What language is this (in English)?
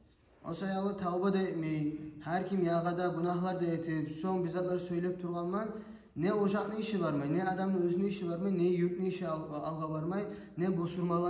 Kumyk